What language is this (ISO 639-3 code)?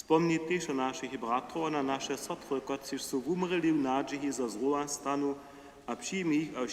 hsb